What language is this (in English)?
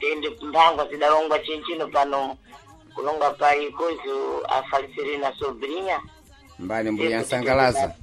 Sena